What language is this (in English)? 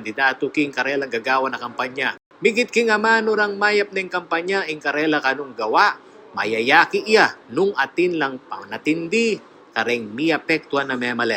Pampanga